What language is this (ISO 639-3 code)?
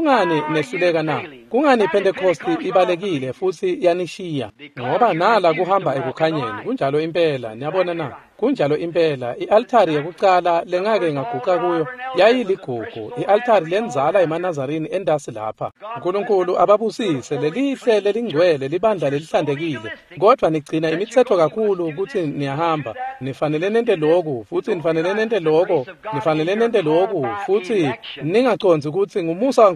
ssw